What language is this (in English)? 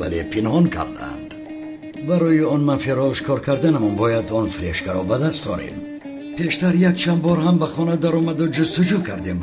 Tajik